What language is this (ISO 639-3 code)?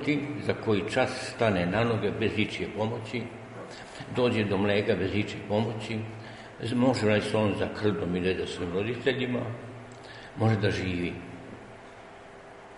srp